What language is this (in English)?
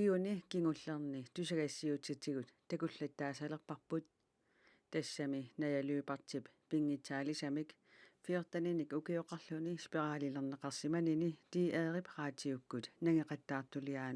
Kalaallisut